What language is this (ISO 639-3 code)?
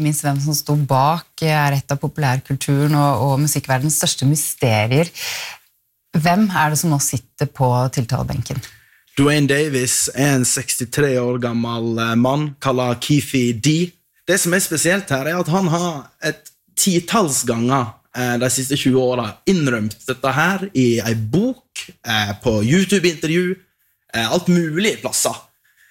nor